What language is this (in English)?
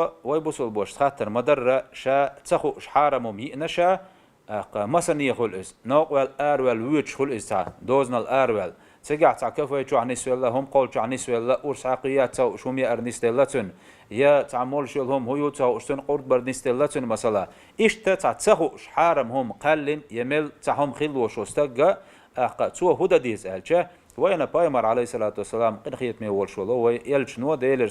Chechen